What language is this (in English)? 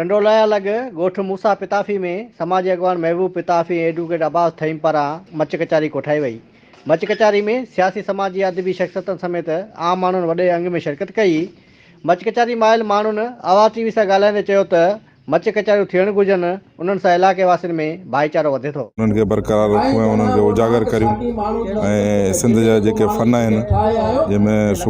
Sindhi